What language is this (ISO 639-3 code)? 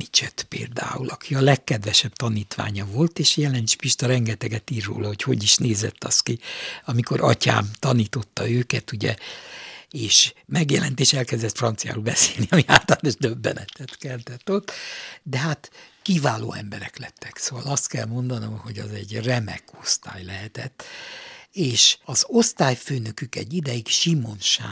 hun